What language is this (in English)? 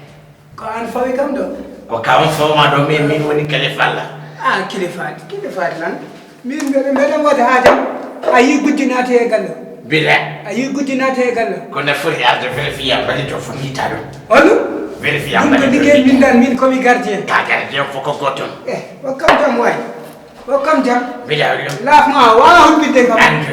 Fula